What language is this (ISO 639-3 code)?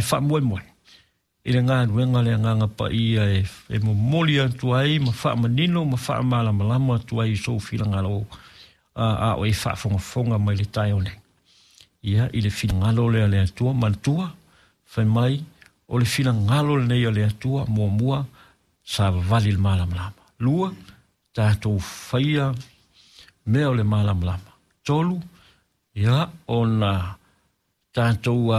smo